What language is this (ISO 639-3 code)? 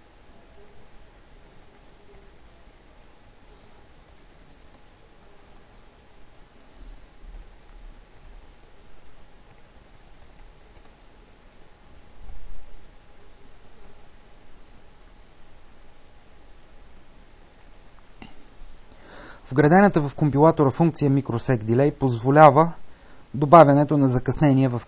bul